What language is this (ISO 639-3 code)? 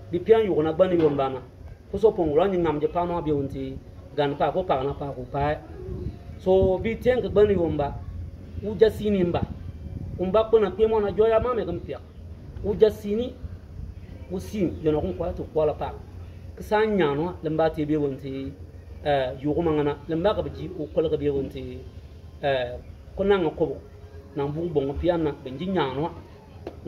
bim